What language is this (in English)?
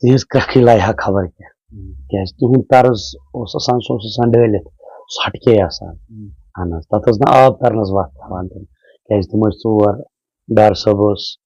Kashmiri